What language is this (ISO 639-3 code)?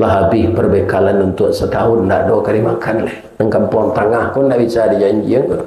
min